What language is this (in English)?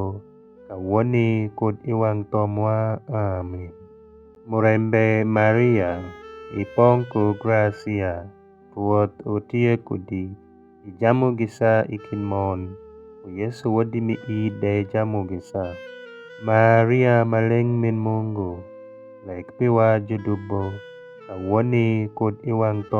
Alur